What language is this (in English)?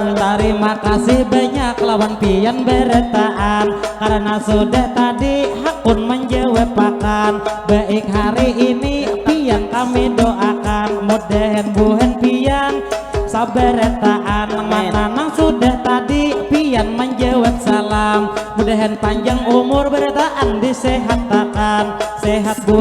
Banjar